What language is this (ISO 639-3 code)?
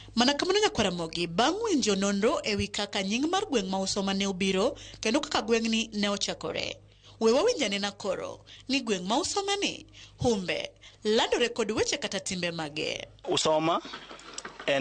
luo